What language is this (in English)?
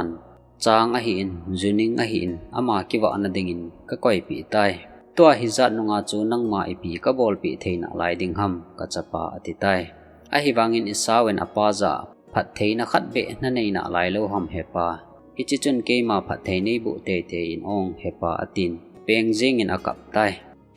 Thado Chin